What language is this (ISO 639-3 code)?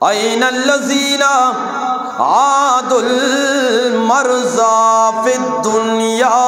bgp